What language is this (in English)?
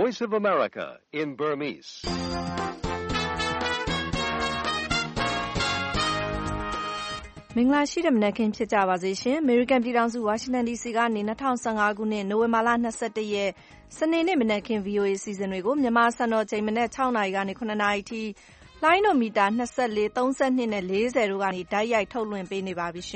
Burmese